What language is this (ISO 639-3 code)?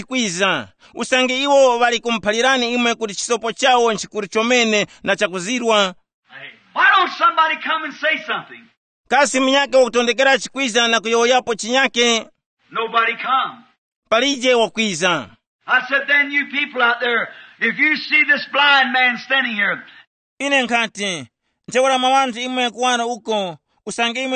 tum